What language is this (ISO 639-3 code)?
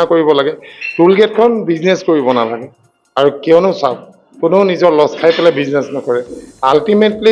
asm